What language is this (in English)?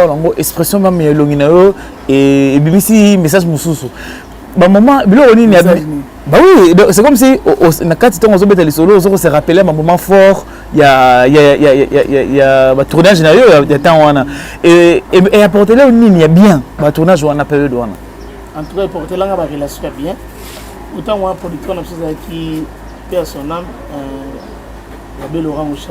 Lingala